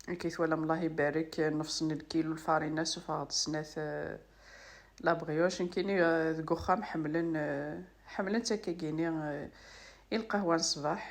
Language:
Kabyle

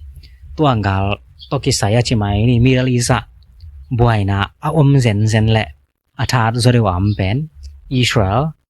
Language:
Tedim Chin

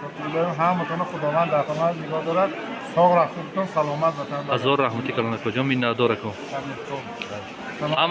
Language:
Tajik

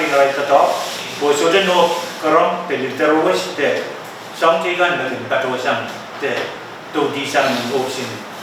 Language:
Pohnpeian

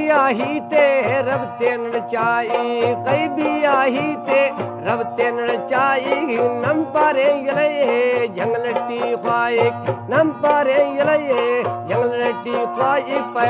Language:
Brahui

